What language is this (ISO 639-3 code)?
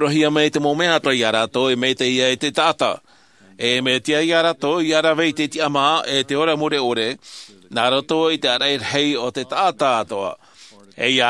tah